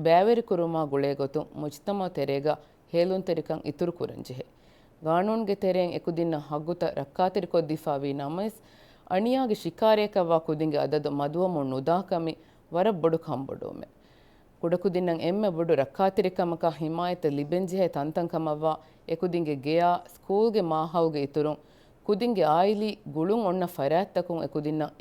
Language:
Divehi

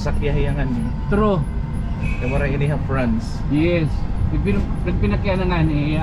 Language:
Waray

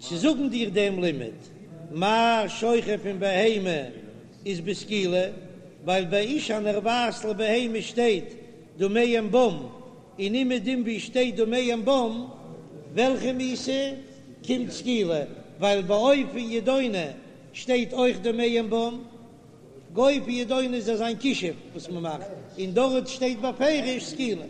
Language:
Yiddish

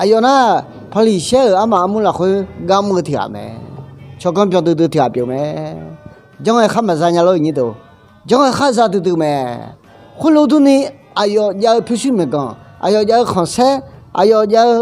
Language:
Akha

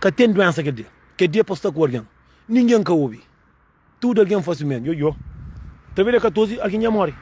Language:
Kabuverdianu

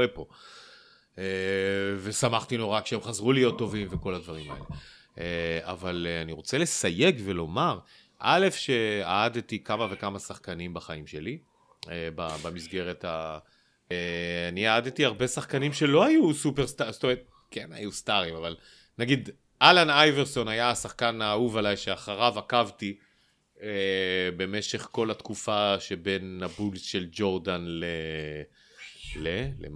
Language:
Hebrew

